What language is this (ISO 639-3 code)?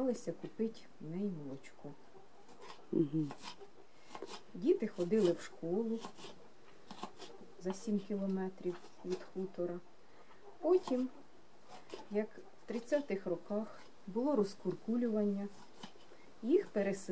ukr